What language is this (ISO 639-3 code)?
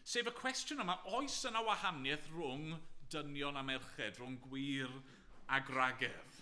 cym